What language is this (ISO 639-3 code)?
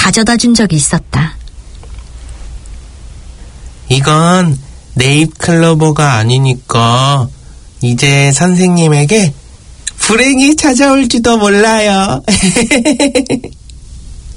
kor